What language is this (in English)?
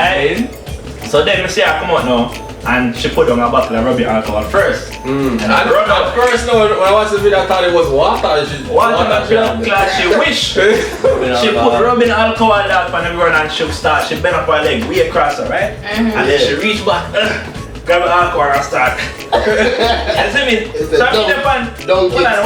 Jamaican Creole English